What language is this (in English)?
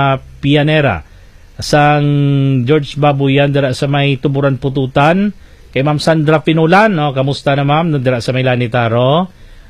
Hiligaynon